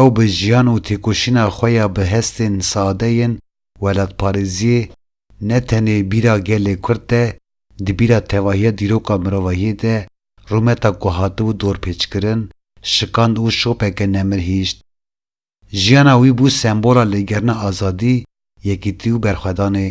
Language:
Kurdish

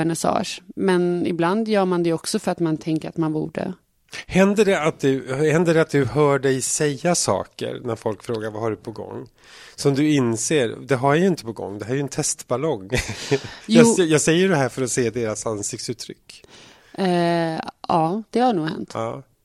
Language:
Swedish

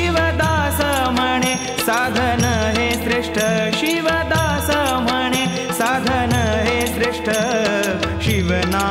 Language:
Marathi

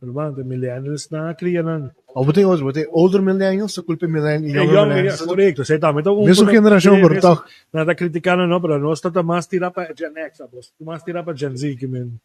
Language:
Papiamento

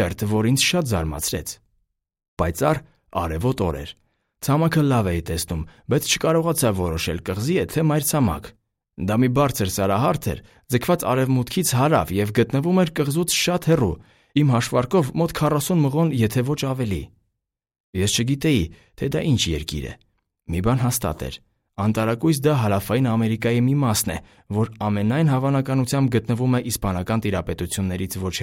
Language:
Armenian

